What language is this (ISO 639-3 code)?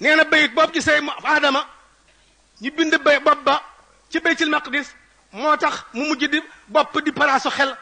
wol